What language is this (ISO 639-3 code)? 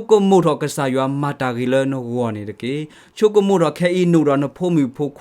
ksw